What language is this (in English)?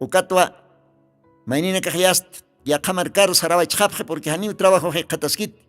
Aymara